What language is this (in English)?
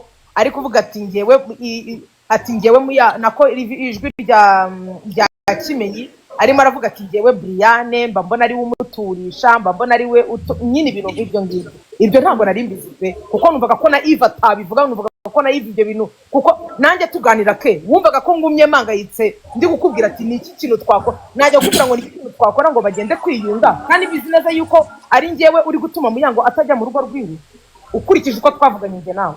Kinyarwanda